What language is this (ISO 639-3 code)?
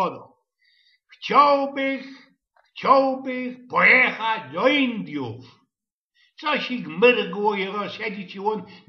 szl